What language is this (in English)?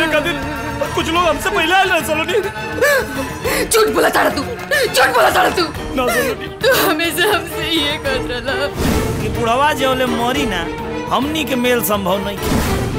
Bhojpuri